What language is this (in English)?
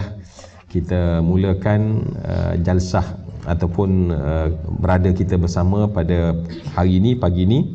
Malay